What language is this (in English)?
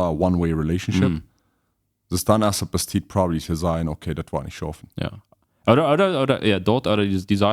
Plautdietsch